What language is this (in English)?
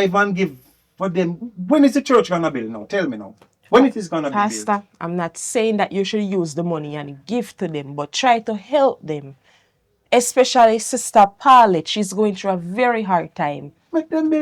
Jamaican Creole English